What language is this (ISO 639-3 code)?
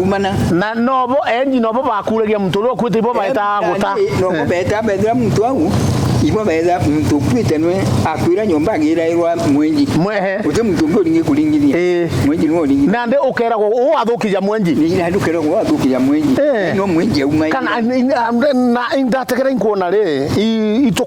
mer